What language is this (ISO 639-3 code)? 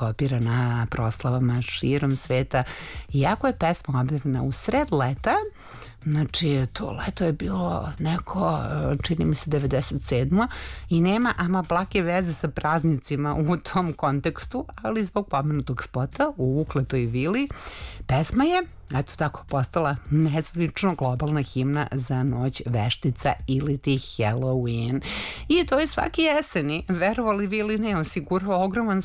srp